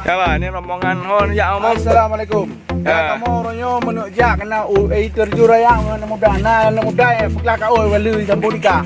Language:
Achinese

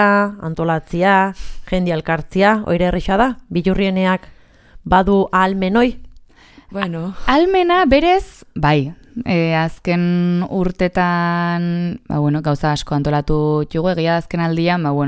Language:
Basque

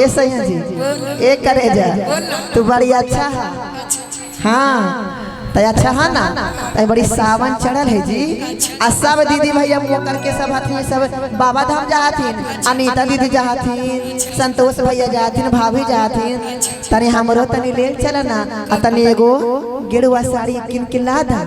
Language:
Magahi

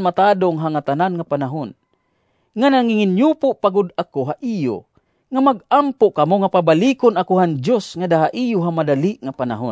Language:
Waray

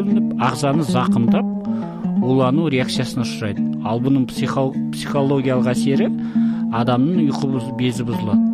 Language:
Kazakh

